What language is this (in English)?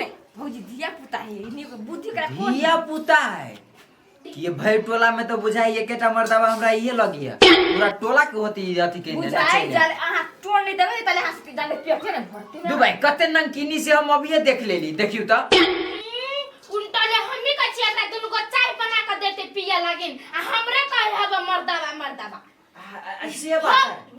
Maithili